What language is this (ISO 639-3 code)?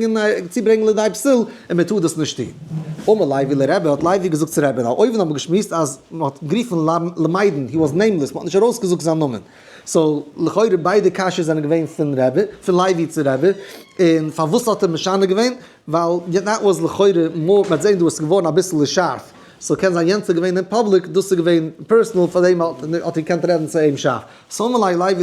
yid